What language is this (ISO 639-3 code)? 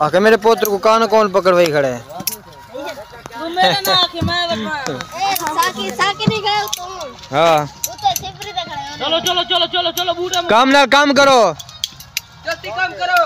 skr